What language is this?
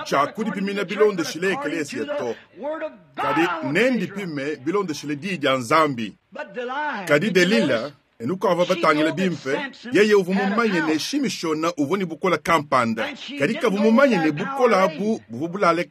Luba-Lulua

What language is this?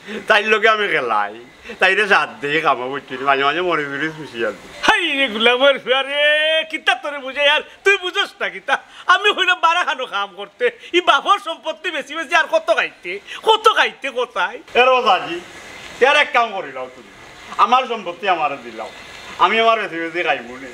Sylheti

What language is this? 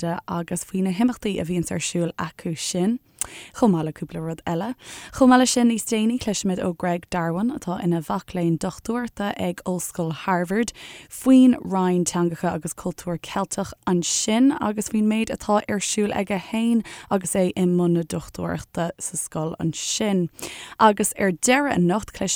Irish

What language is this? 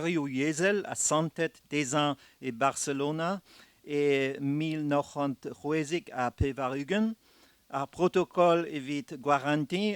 Breton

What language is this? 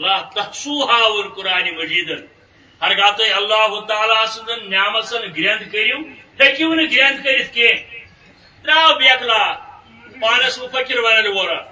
Kashmiri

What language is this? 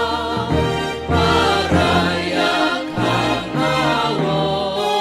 Batak Simalungun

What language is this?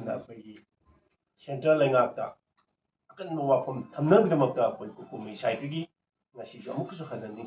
Manipuri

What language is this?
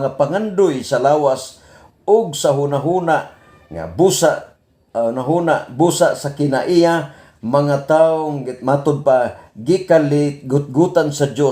Cebuano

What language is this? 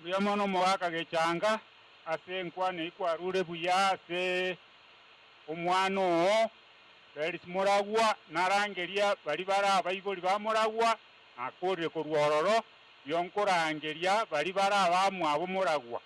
Gusii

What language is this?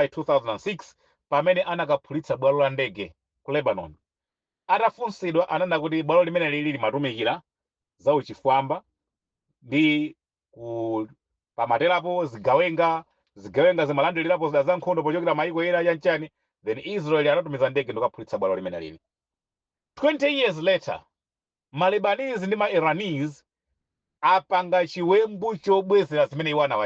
Nyanja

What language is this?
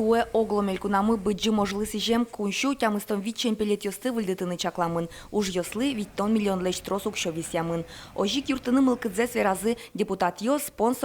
Udmurt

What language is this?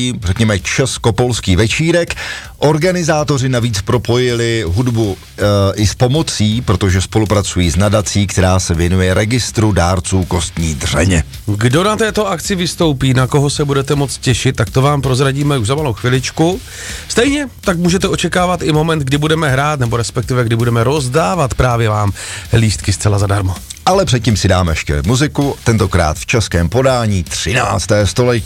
Czech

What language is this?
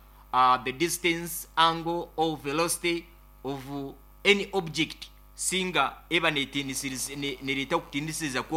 Nyoro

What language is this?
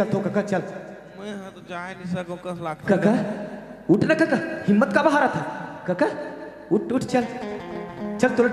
Chhattisgarhi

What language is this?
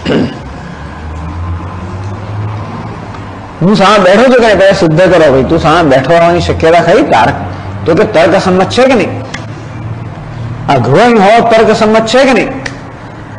Gujarati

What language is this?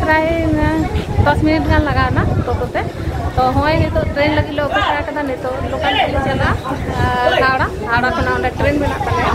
Santali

